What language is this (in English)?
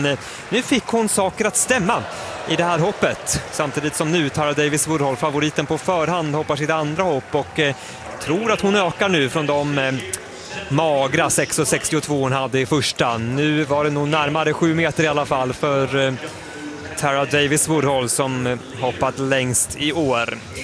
Swedish